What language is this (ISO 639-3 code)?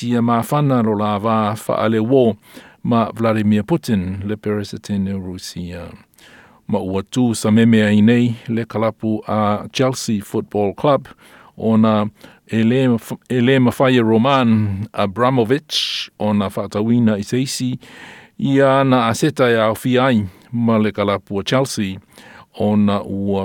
smo